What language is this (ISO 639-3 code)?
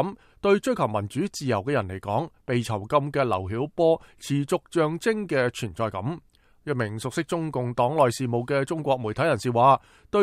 yue